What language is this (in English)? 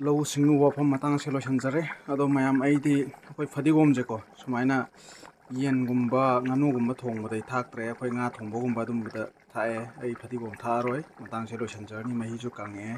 Manipuri